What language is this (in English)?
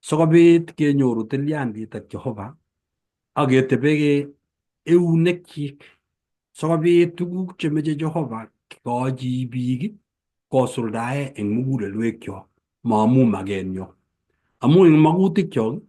Kalenjin